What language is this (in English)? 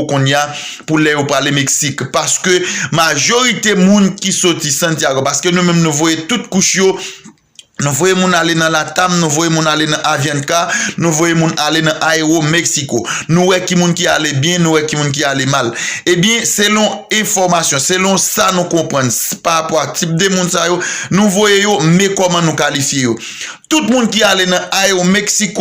Haitian Creole